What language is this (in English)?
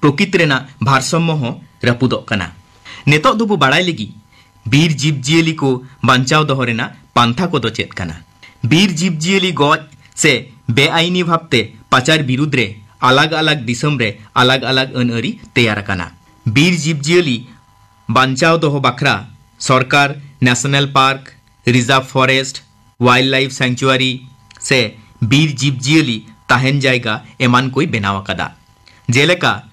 Santali